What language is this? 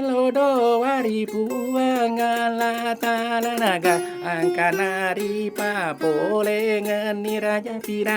Buginese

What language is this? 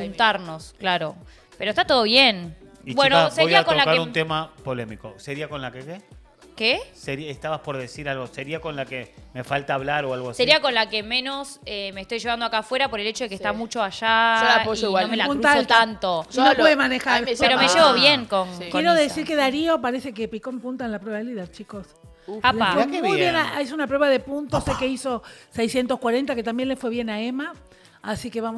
Spanish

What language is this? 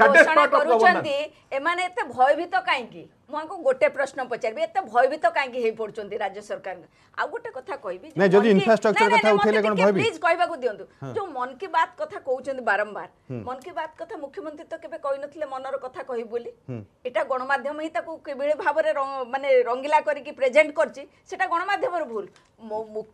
Odia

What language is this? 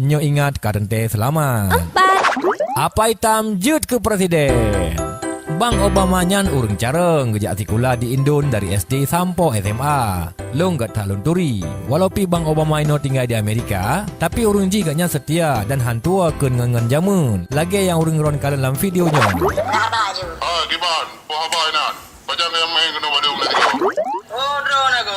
Achinese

